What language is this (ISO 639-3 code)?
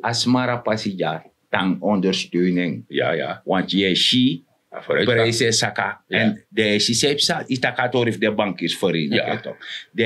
srn